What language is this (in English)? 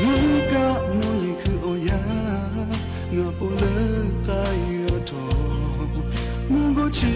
Lahu